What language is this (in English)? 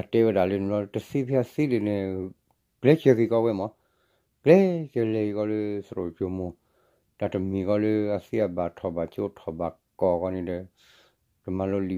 S'gaw Karen